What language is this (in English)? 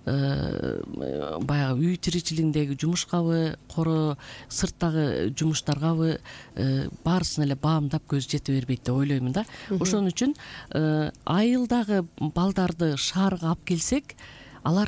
Kyrgyz